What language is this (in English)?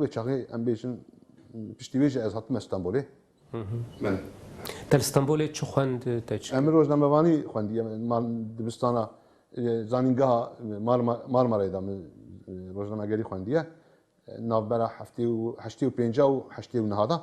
Kurdish